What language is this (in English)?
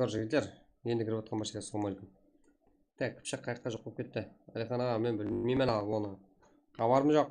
Kara-Kalpak